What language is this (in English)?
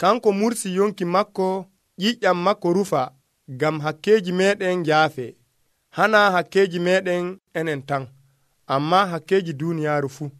Nigerian Fulfulde